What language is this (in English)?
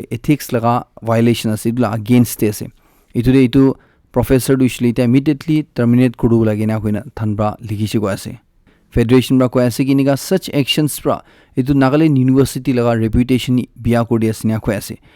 Naga Pidgin